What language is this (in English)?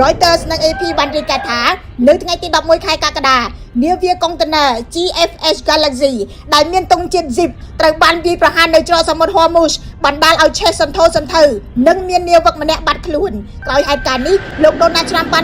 Khmer